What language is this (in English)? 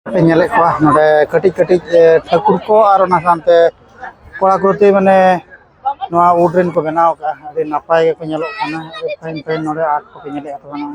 Santali